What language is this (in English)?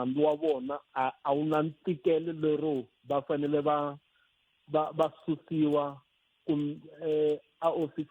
Tsonga